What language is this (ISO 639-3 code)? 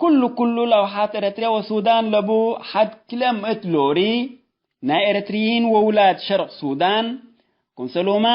tig